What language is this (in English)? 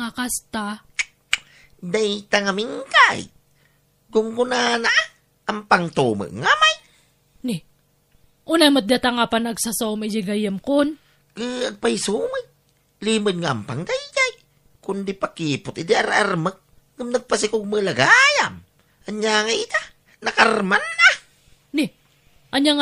Iloko